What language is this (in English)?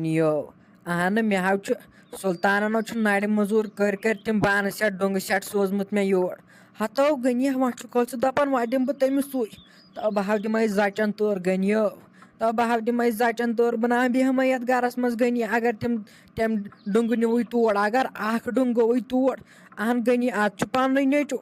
Kashmiri